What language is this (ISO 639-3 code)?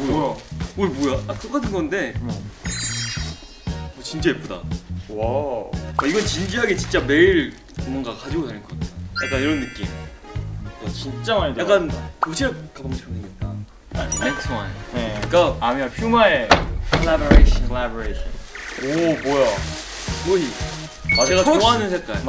kor